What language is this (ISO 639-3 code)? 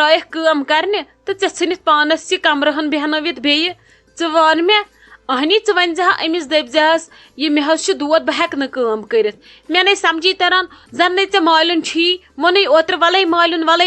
kas